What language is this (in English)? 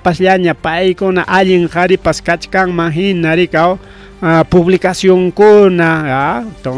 Ayacucho Quechua